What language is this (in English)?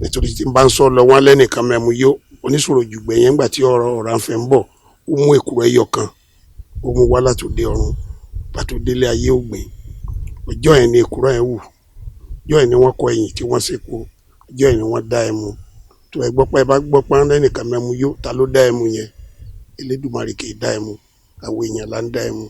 Yoruba